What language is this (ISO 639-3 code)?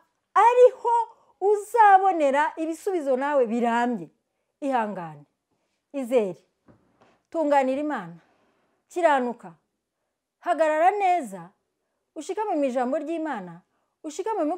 kin